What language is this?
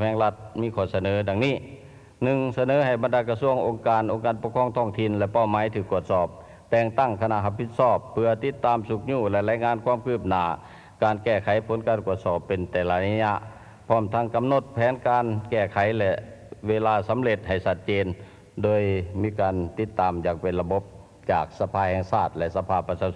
Lao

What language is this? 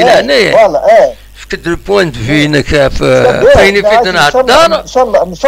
Kabyle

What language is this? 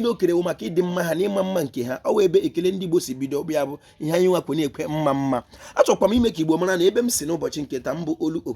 Igbo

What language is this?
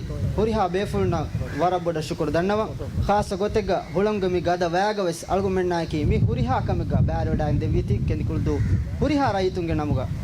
Divehi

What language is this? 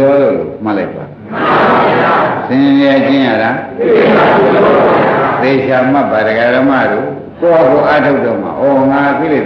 Burmese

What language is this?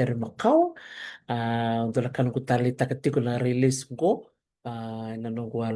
Fijian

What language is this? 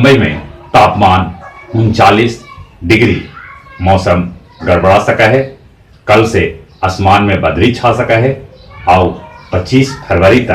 Magahi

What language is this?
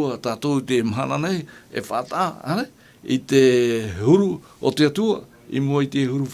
Tahitian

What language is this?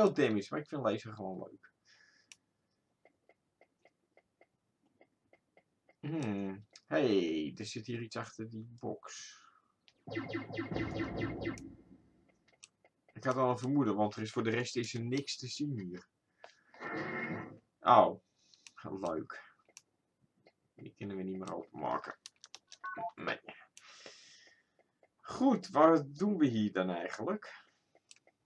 Dutch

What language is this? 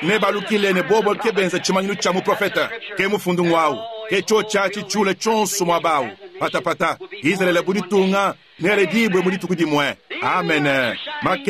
Luba-Lulua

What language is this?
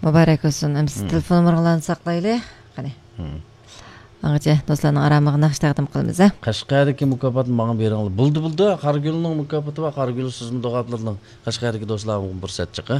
Uyghur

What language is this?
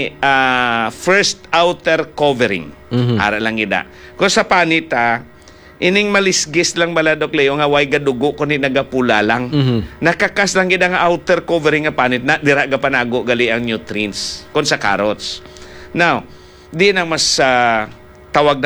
Hiligaynon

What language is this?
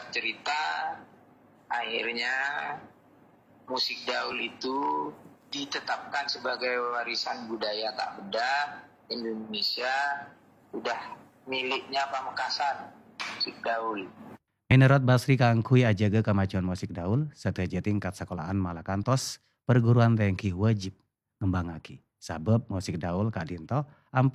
Indonesian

